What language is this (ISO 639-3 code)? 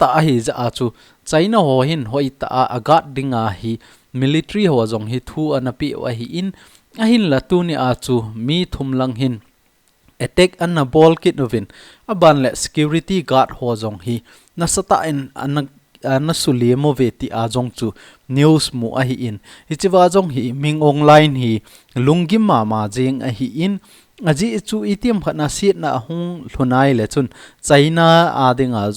tcz